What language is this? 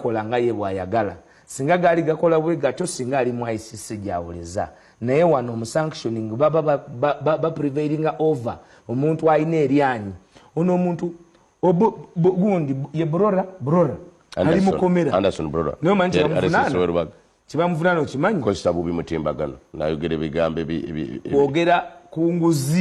Ganda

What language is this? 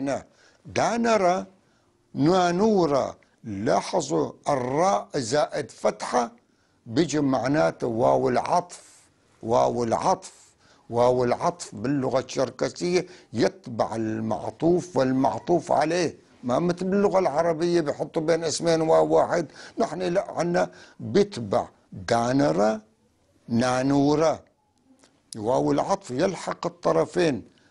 North Levantine Arabic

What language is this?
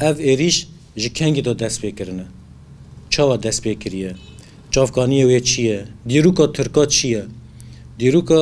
Kurdish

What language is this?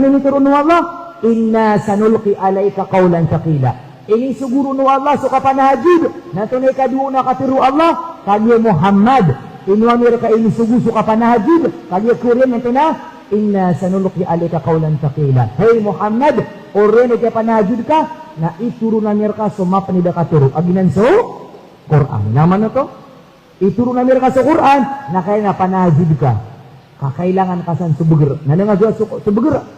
Maranao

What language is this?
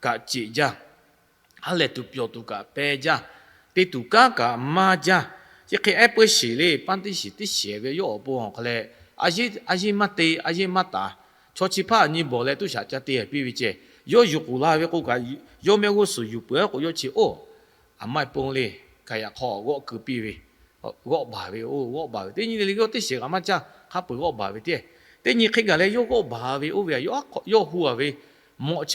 Lahu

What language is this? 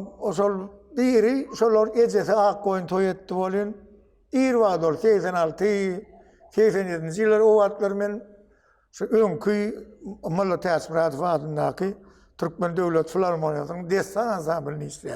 Turkmen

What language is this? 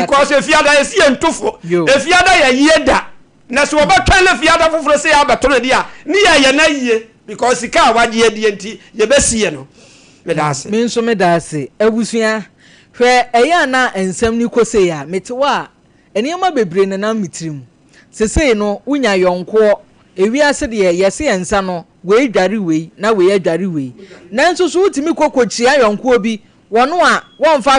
Akan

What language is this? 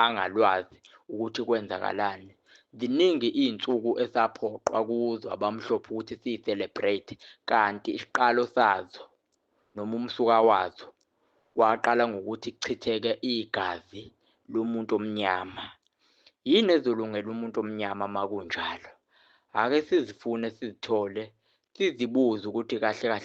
Zulu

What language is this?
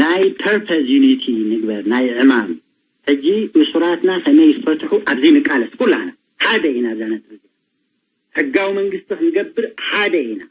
Tigrinya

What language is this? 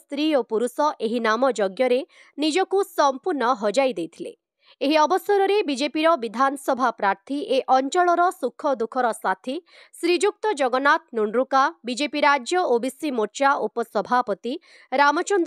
Odia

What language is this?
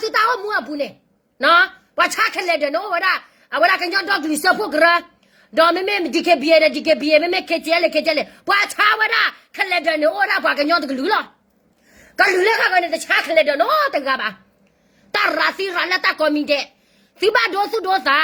S'gaw Karen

